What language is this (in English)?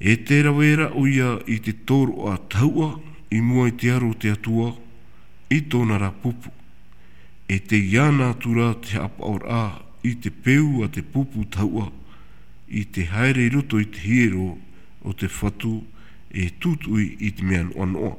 Tahitian